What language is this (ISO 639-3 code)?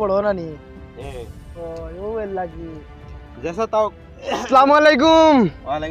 syl